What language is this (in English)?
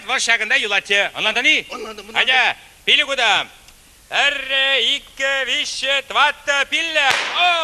Chuvash